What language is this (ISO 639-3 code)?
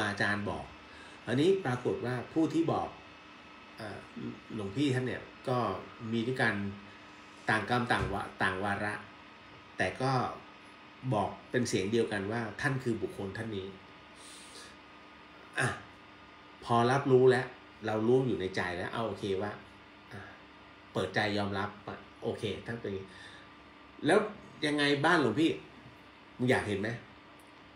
tha